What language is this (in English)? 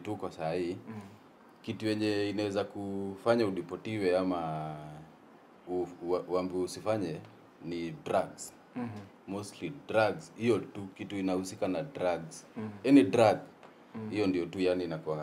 Swahili